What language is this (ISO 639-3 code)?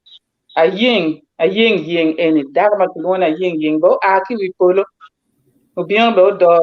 ach